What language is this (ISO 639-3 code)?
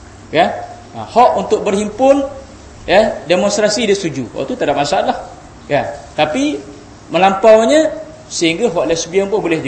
msa